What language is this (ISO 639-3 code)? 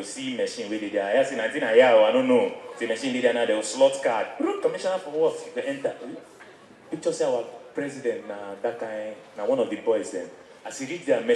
pcm